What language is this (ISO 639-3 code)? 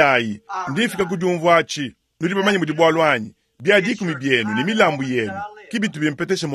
lua